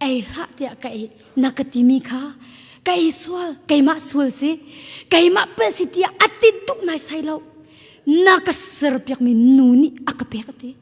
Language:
Hakha Chin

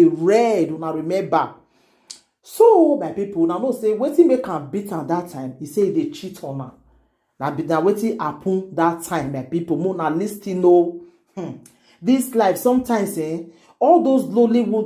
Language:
Nigerian Pidgin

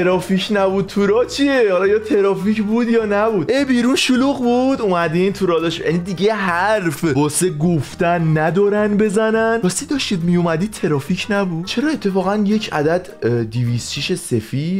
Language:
Persian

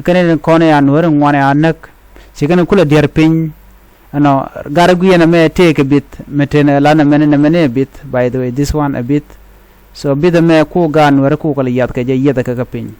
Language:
Nuer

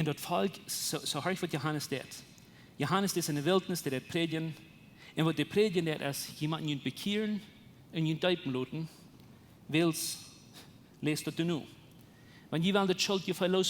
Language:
Plautdietsch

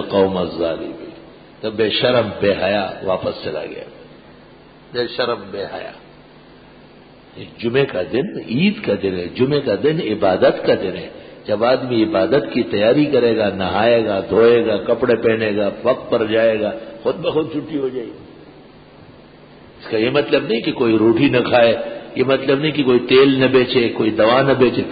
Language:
Urdu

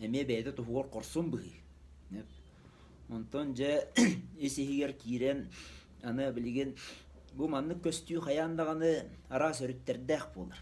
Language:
Yakut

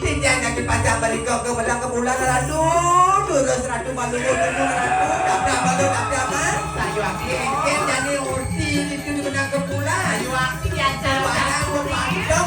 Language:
Balinese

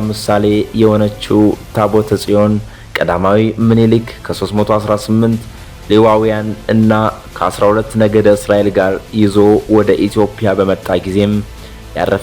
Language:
Amharic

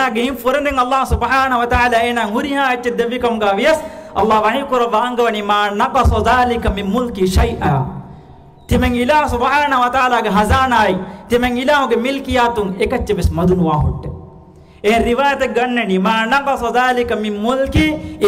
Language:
Divehi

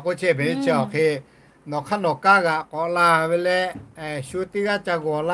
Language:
Lahu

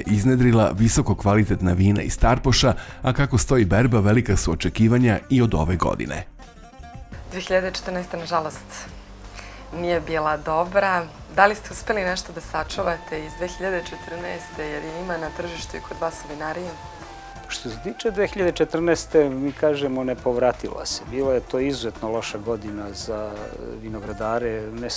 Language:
Serbian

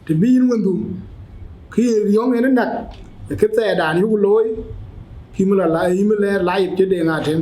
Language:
Dinka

